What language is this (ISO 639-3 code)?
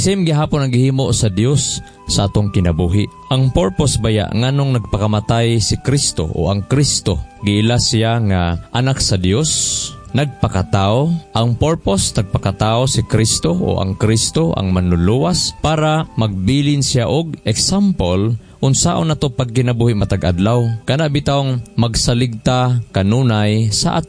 ceb